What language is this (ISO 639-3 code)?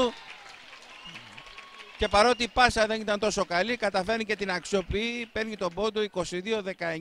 ell